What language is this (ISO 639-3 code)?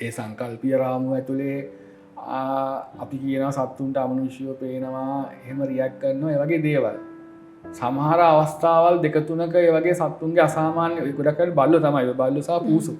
sin